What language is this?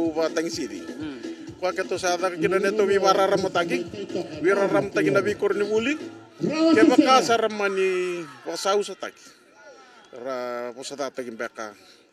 Fijian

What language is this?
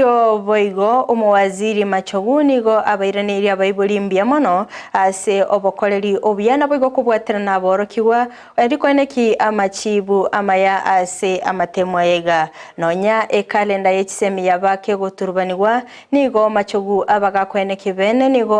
Gusii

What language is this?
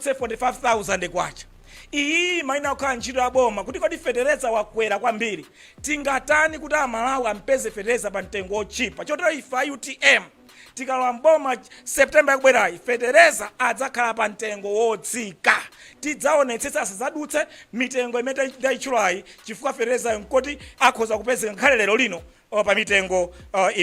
Nyanja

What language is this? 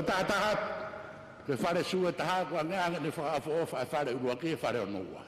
Tongan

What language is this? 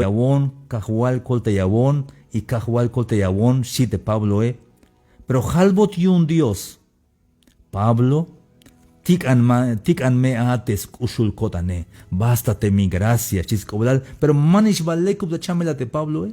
Tzeltal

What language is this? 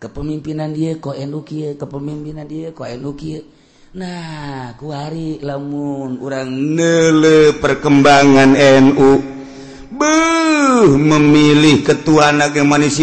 Sundanese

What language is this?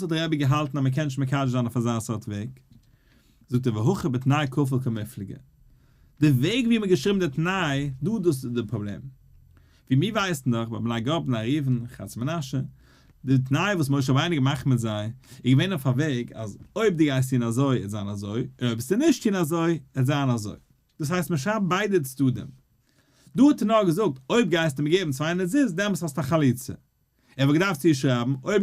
Yiddish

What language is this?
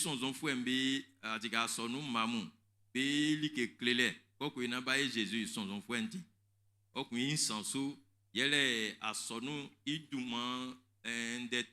Baoulé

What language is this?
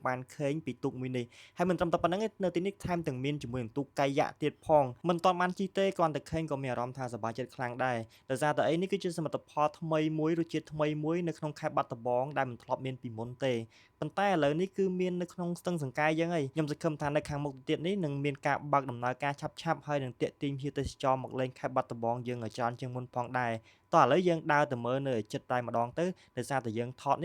Khmer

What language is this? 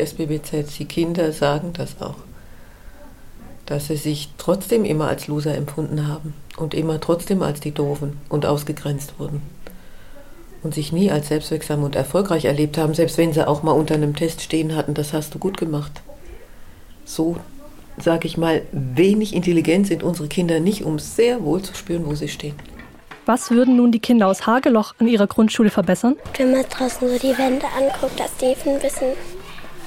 German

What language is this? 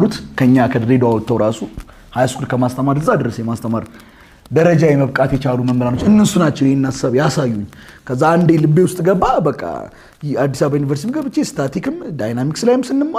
Amharic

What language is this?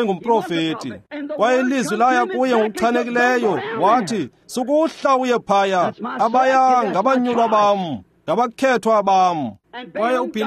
Xhosa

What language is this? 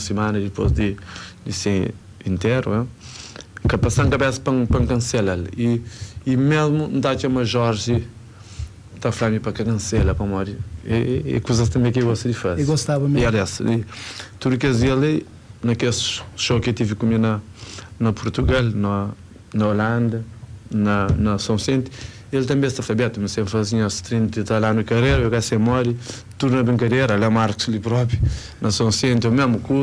Kabuverdianu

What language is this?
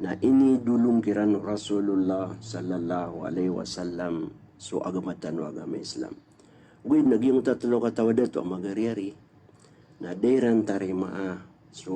Maranao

